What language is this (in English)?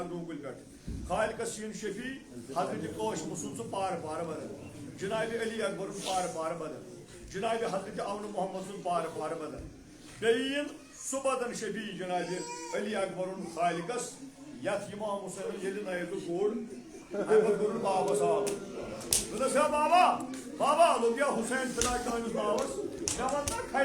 Kashmiri